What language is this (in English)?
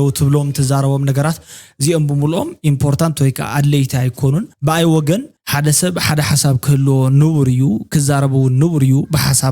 Tigrinya